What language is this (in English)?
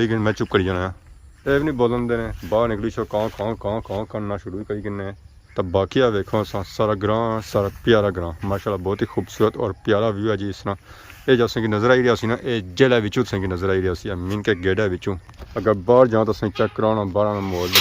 Pahari-Potwari